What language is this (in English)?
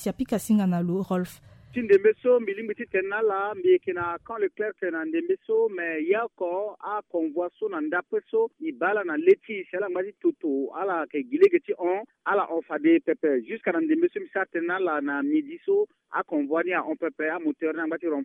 Sango